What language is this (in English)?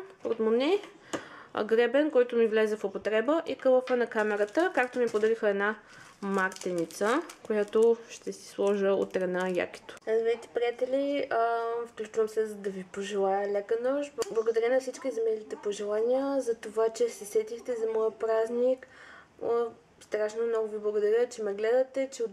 Bulgarian